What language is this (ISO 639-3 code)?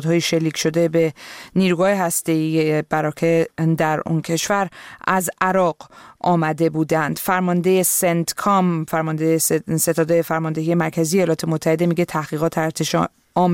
fas